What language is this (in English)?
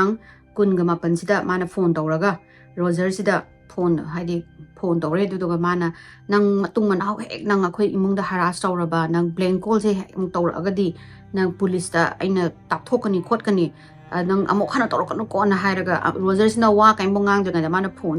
Manipuri